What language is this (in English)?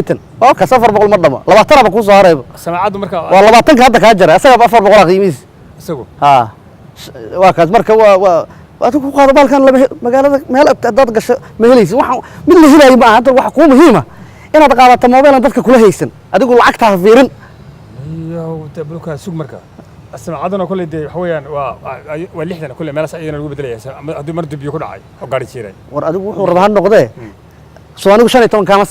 Somali